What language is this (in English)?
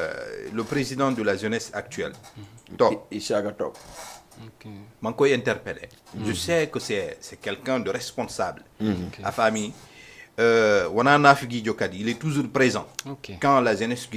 Fula